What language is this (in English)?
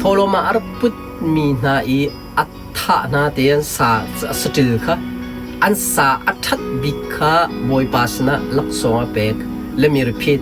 Hakha Chin